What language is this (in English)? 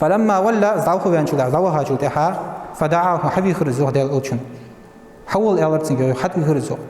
Ingush